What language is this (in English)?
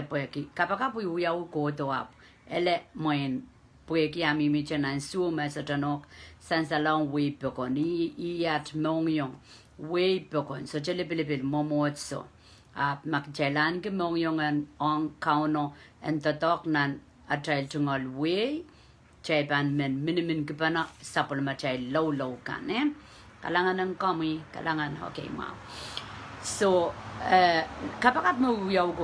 Pohnpeian